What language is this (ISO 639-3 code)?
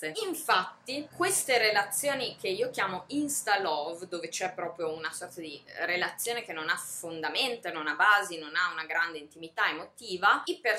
ita